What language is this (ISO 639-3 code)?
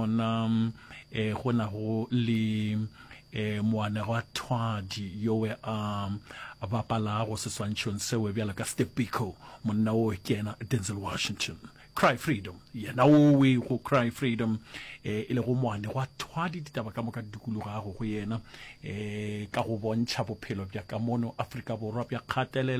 nso